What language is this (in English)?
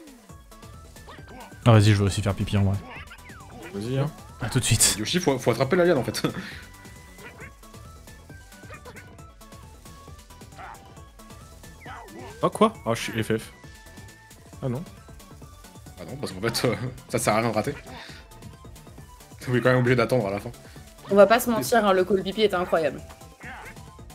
French